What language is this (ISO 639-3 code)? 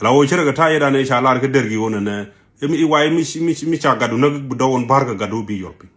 nus